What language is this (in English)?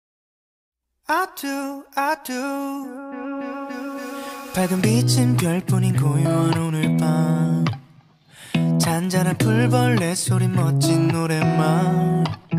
Korean